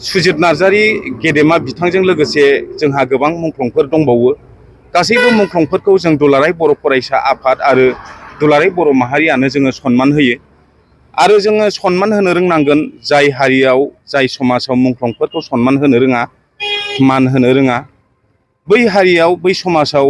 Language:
Bodo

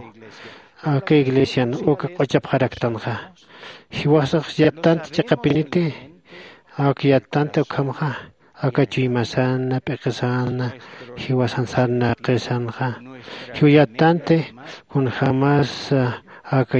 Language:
Aymara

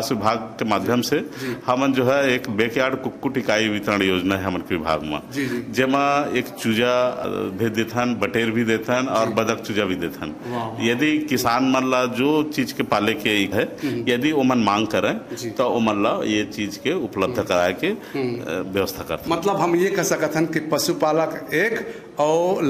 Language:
Chhattisgarhi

